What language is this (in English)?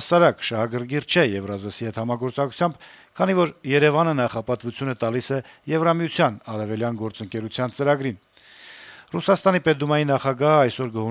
Armenian